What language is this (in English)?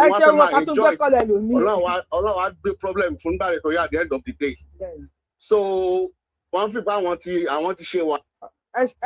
Yoruba